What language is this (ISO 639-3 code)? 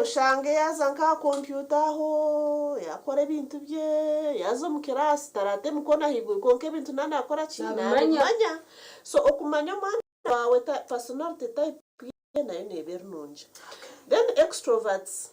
nyn